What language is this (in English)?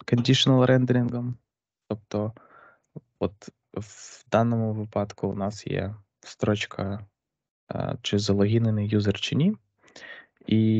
Ukrainian